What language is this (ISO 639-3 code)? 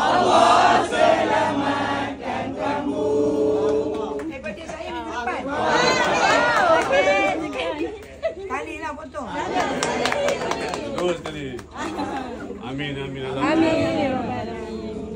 msa